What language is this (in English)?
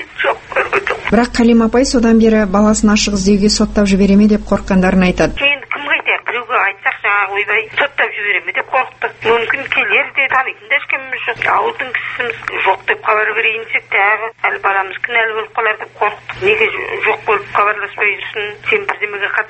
Kazakh